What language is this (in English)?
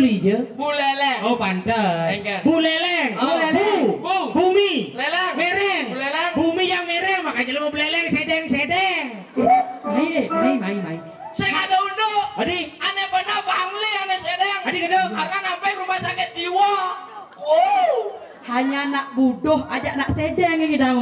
Balinese